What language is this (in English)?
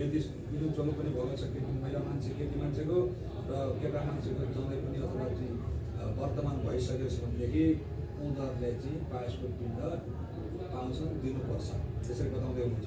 Nepali